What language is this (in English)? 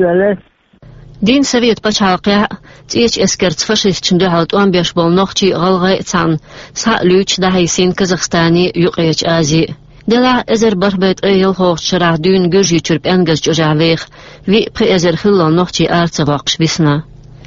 Chechen